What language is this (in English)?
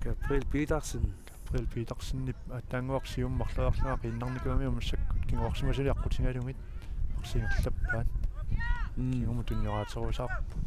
Kalaallisut